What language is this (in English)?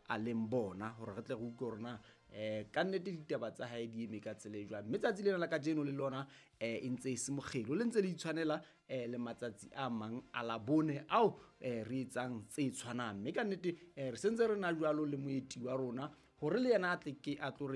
Southern Sotho